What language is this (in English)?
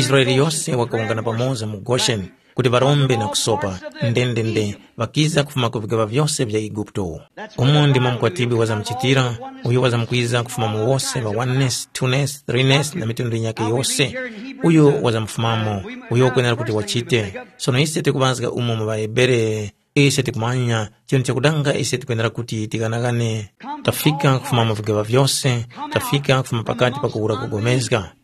Tumbuka